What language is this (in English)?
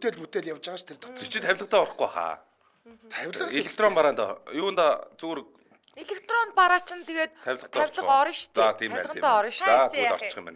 Mongolian